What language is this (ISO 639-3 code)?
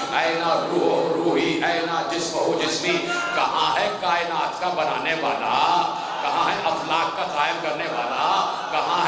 urd